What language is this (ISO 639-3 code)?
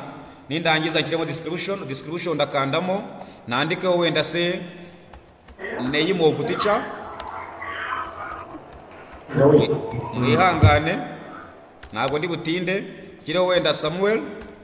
kin